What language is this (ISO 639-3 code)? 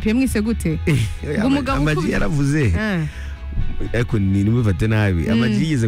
kin